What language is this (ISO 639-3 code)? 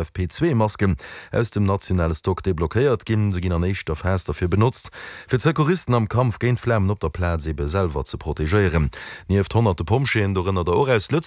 ltz